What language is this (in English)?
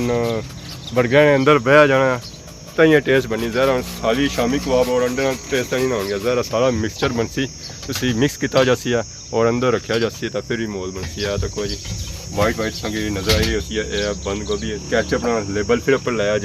Pahari-Potwari